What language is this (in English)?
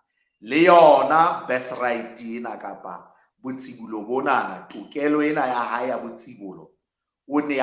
Southern Sotho